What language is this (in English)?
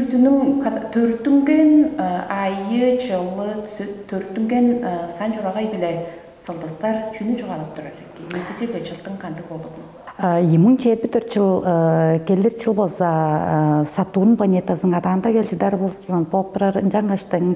Tuvinian